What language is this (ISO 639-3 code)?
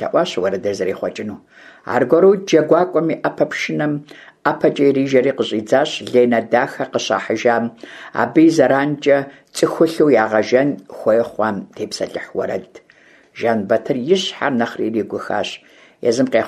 kbd